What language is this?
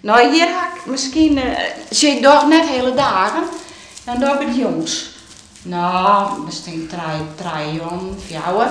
Western Frisian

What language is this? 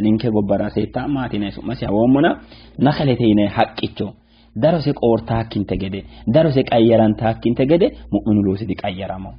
Sidamo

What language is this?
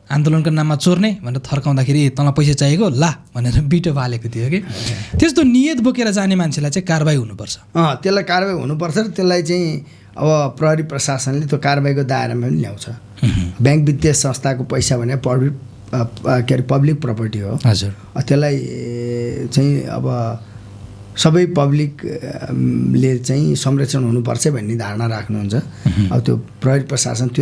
Nepali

